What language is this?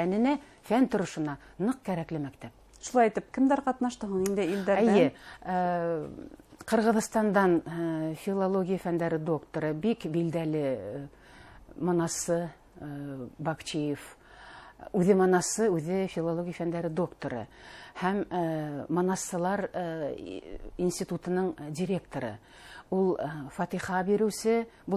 Bashkir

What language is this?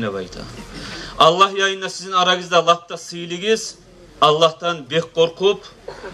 Kumyk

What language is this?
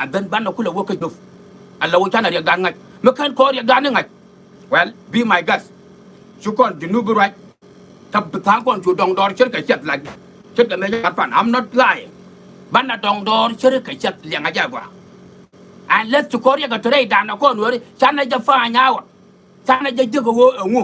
Nuer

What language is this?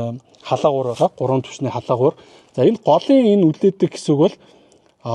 Mongolian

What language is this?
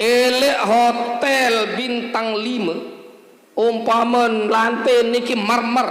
Sasak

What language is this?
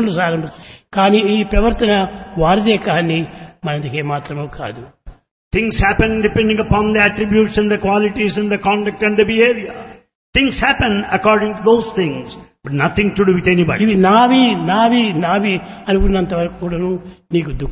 Telugu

